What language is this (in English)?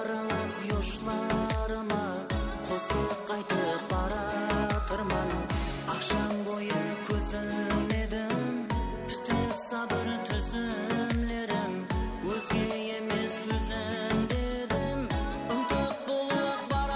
Kara-Kalpak